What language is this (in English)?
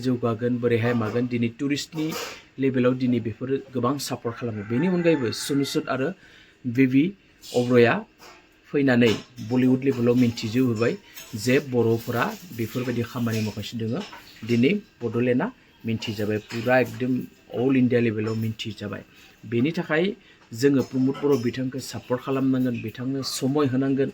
Bodo